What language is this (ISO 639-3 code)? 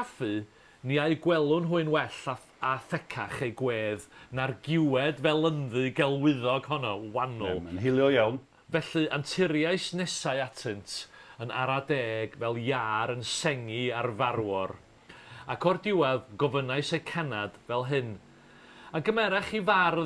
cym